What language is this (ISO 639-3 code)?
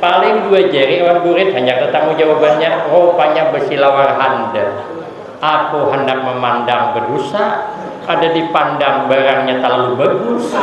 bjn